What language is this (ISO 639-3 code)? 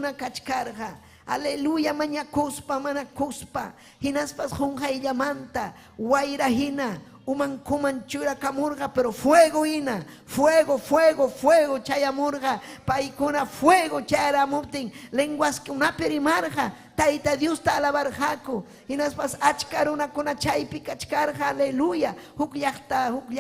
quy